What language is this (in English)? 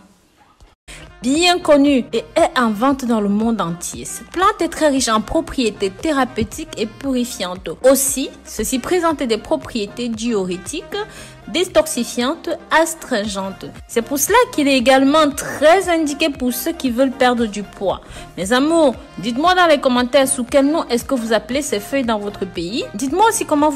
French